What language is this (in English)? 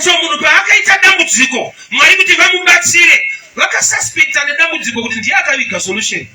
Shona